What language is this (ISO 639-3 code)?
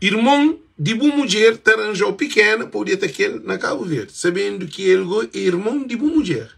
kea